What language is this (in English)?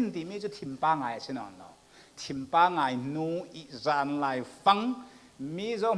Falam Chin